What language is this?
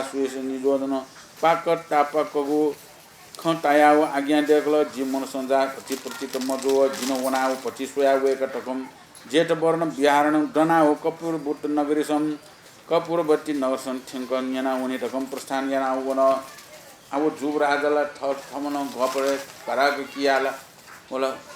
Newari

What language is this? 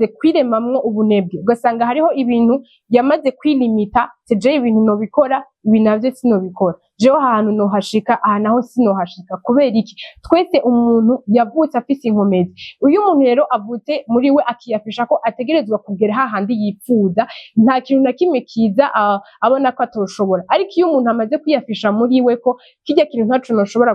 Rundi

